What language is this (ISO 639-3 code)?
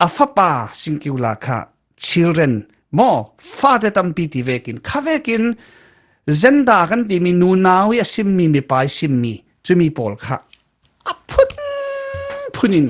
cfm